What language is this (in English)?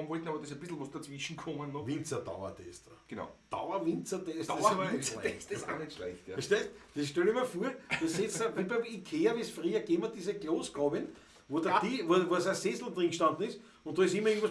Bavarian